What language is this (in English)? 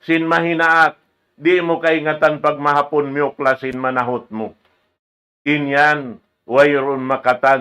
Tausug